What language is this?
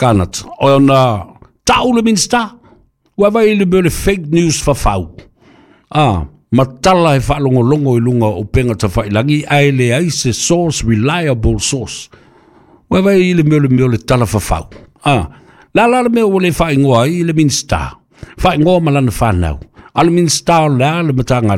Samoan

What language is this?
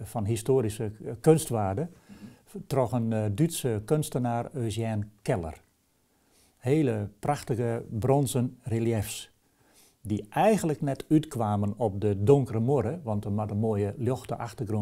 Western Frisian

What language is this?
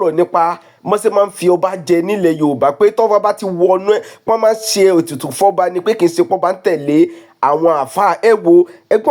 Yoruba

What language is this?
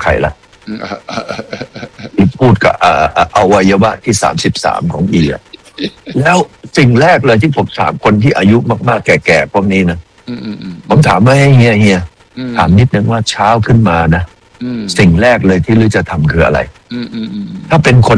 Thai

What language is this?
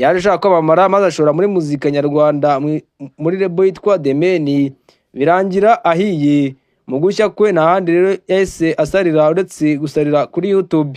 Kinyarwanda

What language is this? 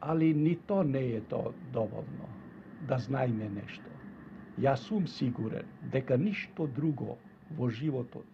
Macedonian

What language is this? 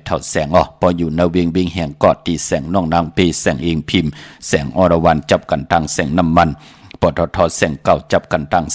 Shan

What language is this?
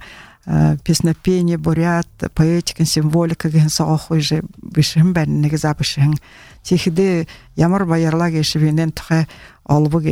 Buriat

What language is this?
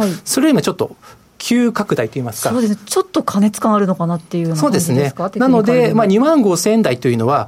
Japanese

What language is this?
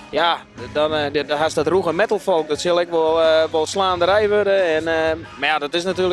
Western Frisian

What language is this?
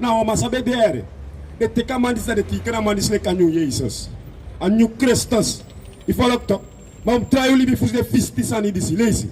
Sranan Tongo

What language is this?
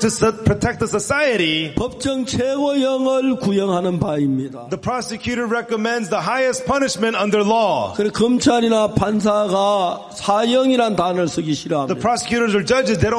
Korean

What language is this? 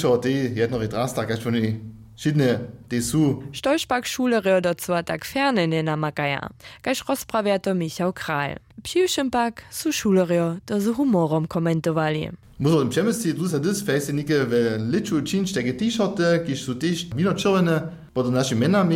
Upper Sorbian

